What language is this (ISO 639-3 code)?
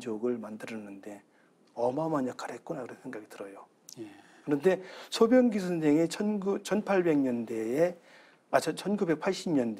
kor